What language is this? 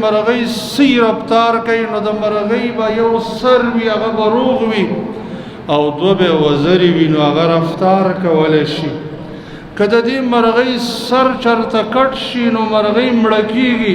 Pashto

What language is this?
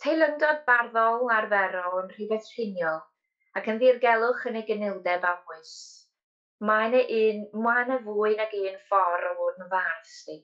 Welsh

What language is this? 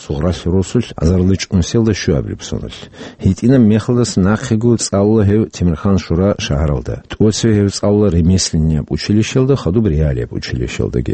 Avaric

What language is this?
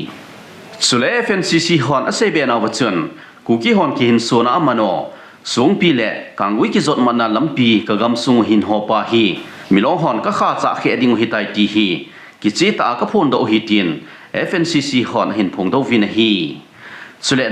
Thado Chin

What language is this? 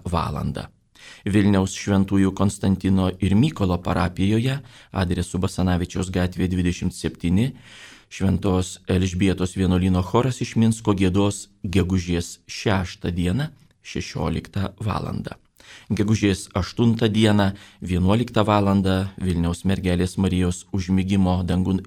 Lithuanian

